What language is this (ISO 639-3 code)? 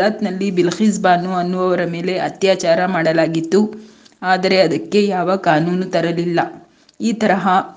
kan